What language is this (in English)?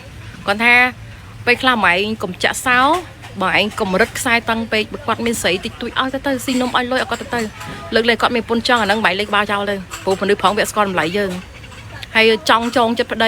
Khmer